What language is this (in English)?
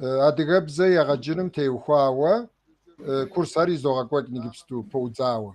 Kabardian